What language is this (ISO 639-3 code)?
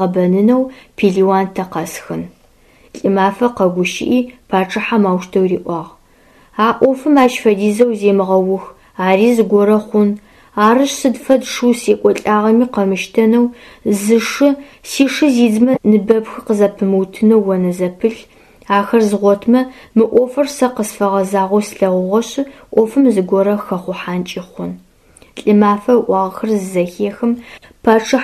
ady